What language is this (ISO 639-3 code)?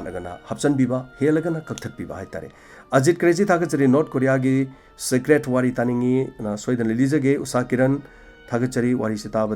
mni